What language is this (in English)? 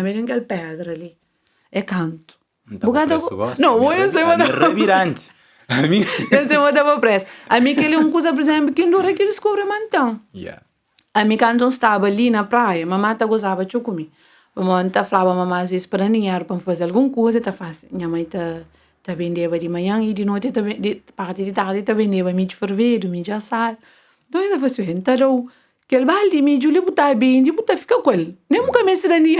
Kabuverdianu